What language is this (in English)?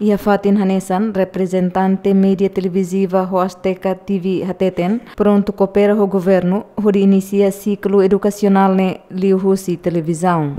Tetum